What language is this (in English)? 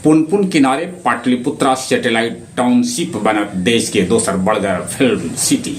Magahi